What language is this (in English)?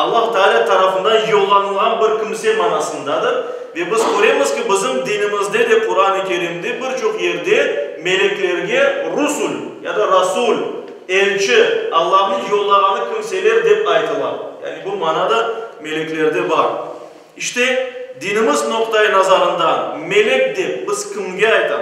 Crimean Tatar